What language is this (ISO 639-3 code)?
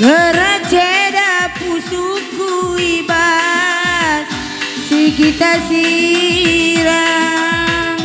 btx